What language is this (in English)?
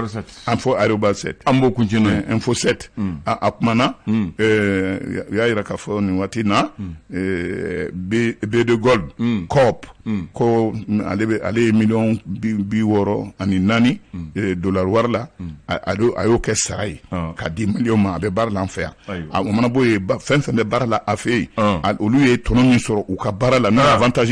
Bambara